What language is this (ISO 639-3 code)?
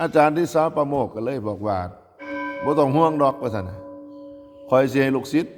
tts